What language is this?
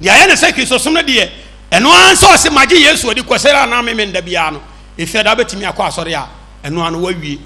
Akan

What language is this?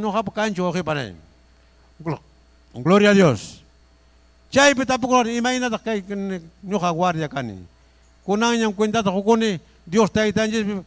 Ayacucho Quechua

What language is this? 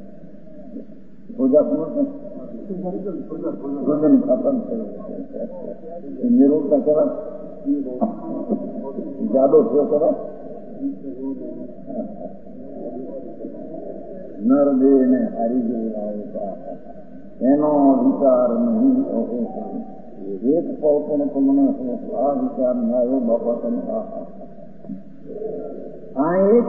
Gujarati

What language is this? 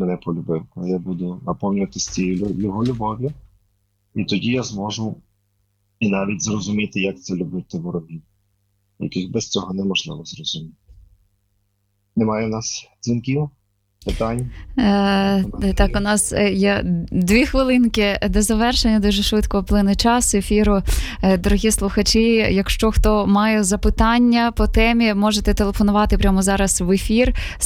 Ukrainian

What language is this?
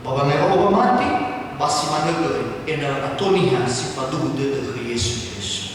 Nias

